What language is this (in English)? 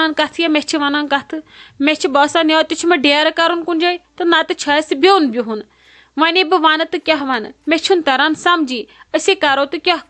Kashmiri